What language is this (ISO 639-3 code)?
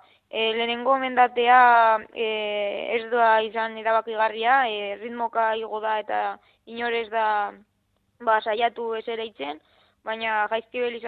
eus